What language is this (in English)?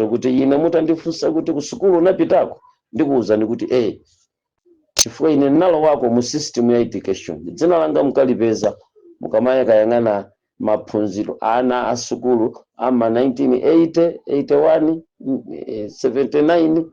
Nyanja